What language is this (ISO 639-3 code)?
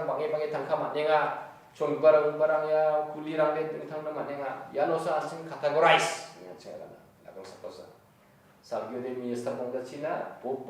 grt